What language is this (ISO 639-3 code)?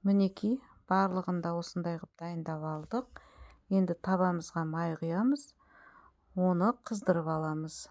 kaz